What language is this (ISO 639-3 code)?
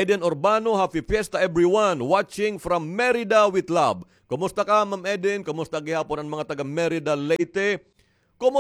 war